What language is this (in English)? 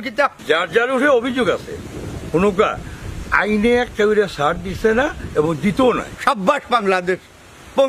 Sylheti